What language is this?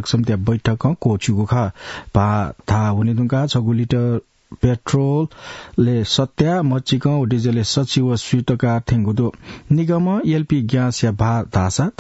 Newari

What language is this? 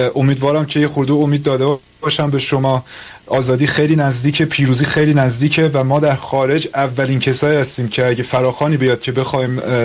Persian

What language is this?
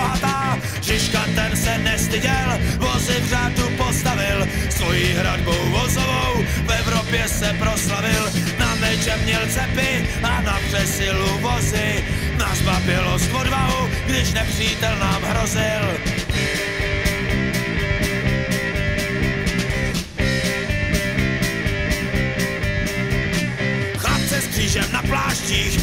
Czech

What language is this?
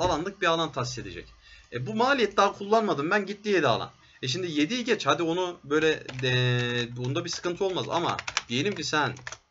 Turkish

